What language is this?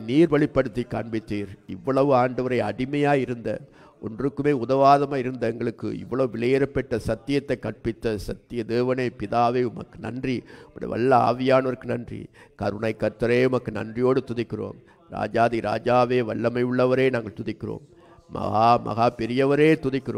Tamil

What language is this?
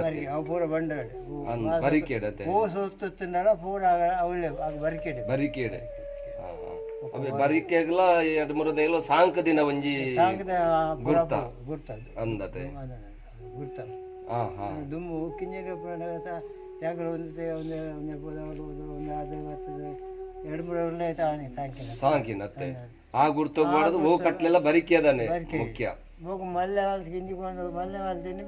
Tulu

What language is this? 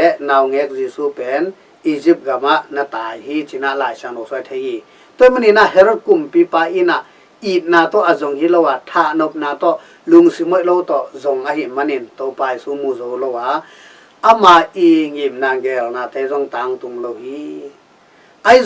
Tedim Chin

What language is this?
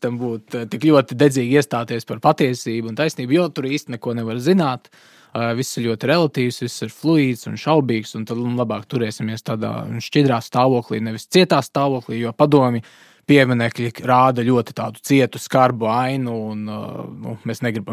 Latvian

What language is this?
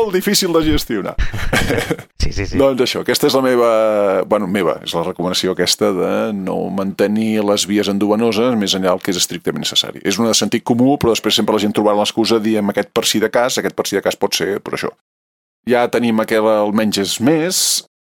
Catalan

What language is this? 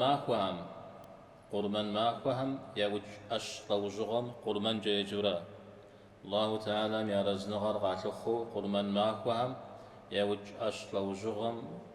Kabardian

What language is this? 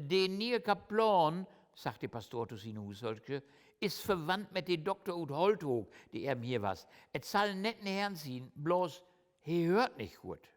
Low German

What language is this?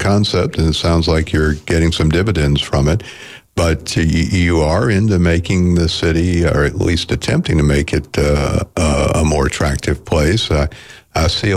English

